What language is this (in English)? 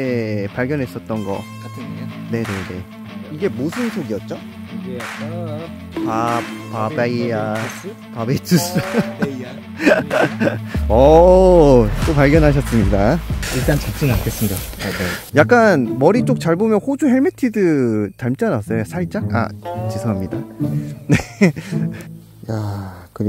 Korean